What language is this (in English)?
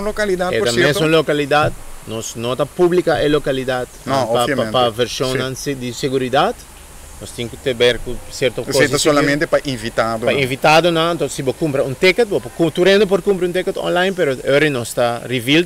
Papiamento